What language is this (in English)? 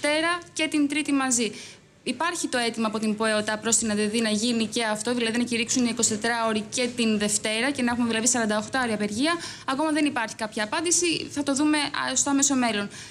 Greek